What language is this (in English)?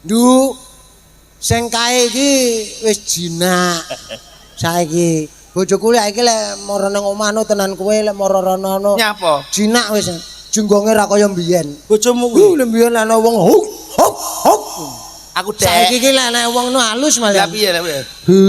Javanese